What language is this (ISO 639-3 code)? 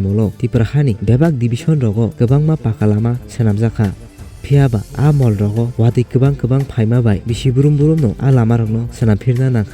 trp